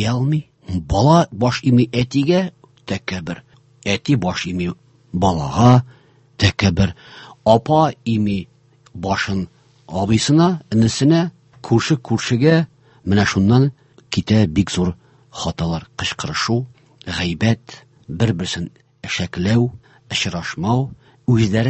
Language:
Tatar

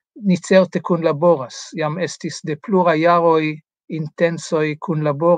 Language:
Esperanto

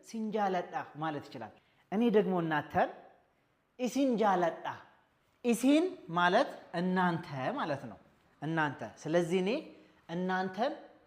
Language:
Amharic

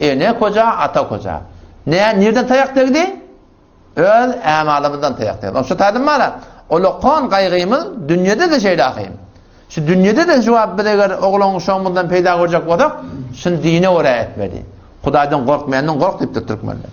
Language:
Turkmen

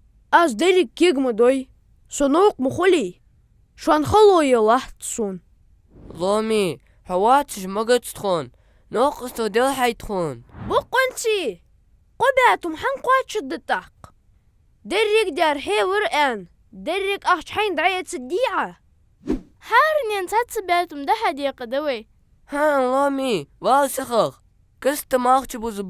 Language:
Ingush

